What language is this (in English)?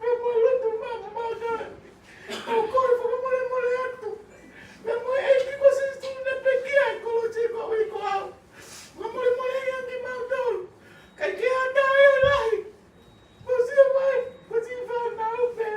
Tongan